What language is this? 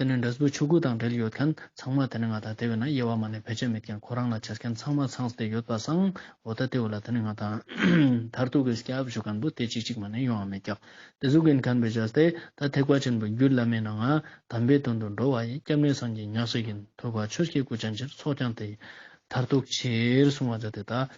Ladakhi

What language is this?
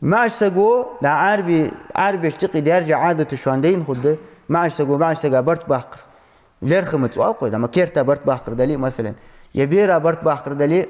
Ingush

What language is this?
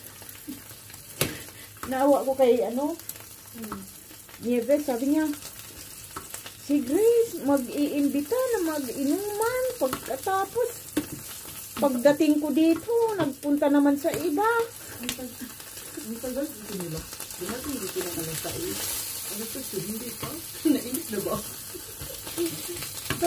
Filipino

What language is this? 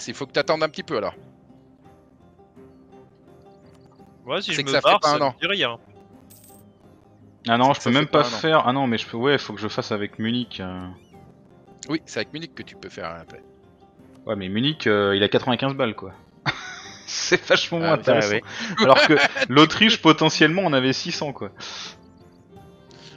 French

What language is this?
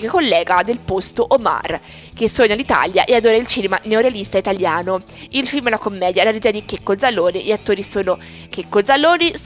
Italian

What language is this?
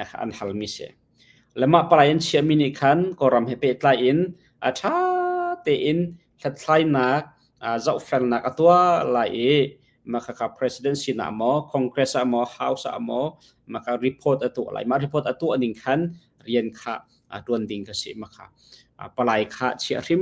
Hakha Chin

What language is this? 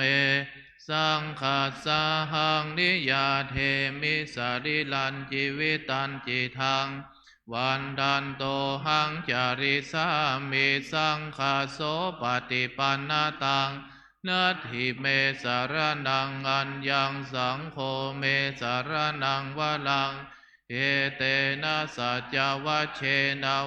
Pali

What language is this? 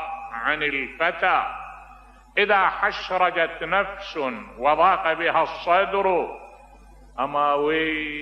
Mesopotamian Arabic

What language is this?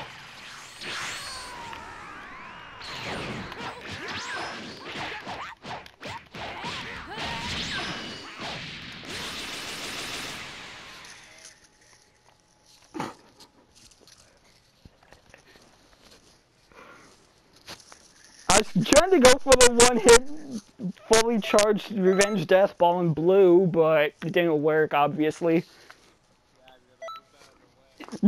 English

